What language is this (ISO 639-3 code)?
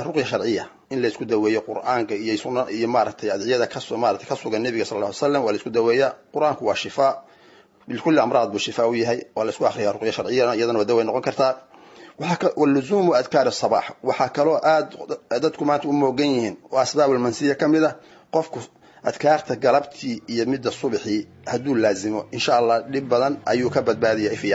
som